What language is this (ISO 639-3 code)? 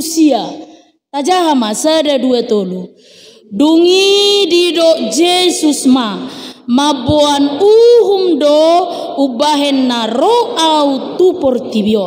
bbc